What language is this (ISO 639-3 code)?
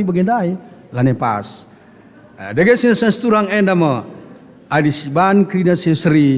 btx